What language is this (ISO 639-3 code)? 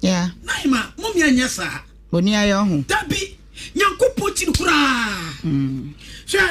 aka